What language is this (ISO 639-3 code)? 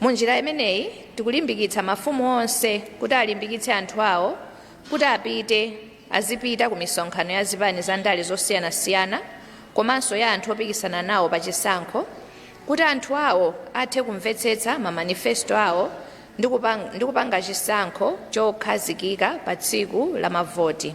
nya